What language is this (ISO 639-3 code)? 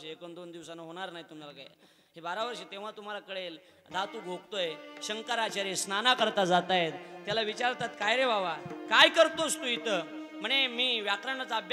mar